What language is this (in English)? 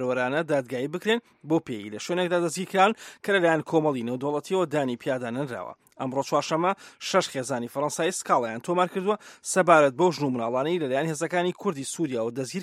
Central Kurdish